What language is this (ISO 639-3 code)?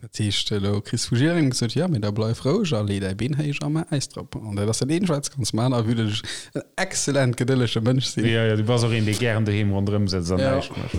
ltz